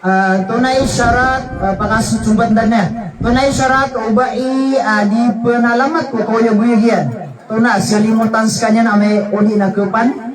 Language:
Maranao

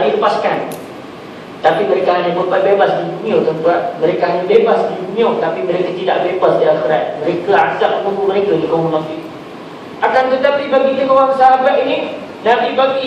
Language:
Malay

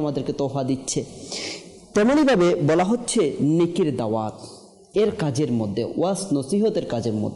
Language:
Bangla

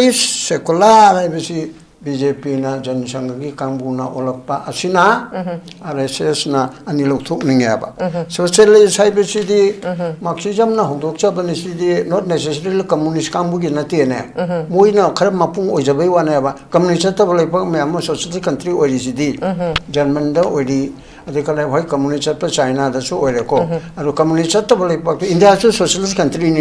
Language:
Manipuri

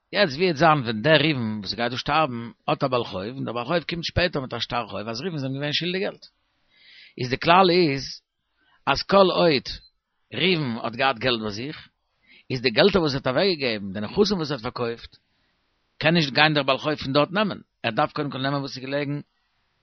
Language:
Yiddish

